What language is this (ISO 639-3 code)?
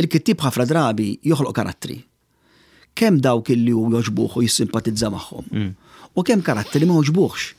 mlt